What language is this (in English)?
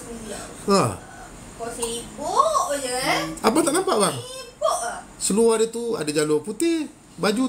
Malay